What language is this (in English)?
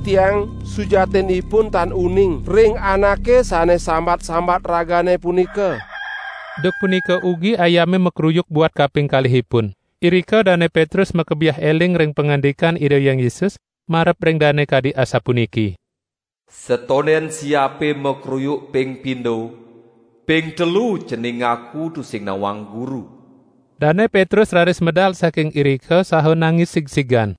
Balinese